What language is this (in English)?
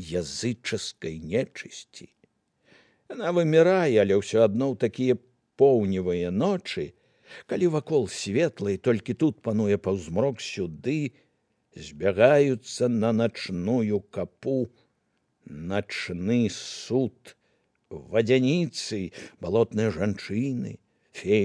Belarusian